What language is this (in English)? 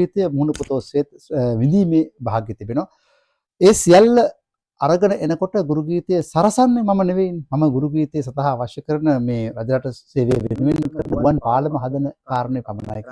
Sinhala